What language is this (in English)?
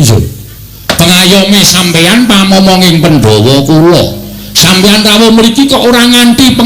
Javanese